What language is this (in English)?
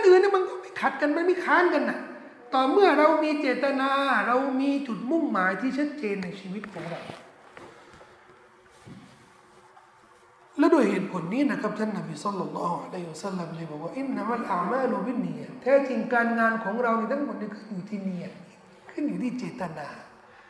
Thai